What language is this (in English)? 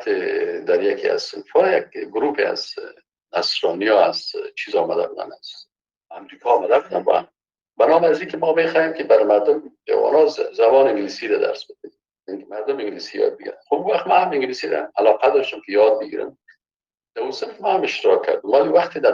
Persian